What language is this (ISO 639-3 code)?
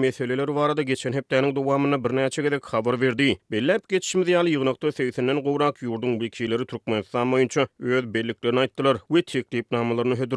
tuk